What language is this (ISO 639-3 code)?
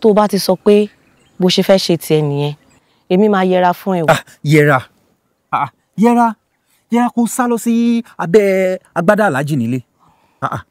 yor